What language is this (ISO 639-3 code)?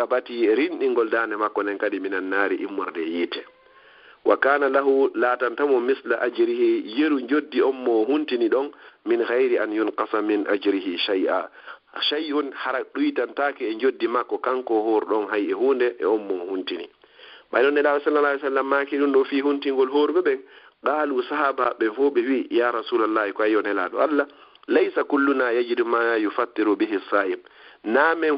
ful